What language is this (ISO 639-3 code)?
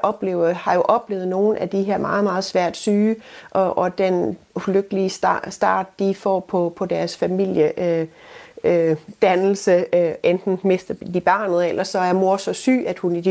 dan